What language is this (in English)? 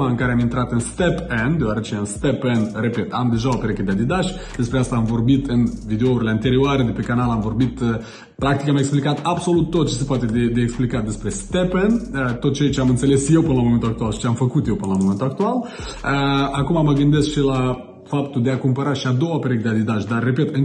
Romanian